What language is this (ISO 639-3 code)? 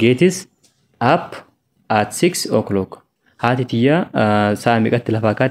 orm